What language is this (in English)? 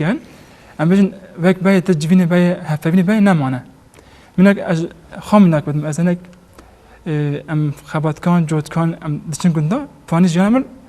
Kurdish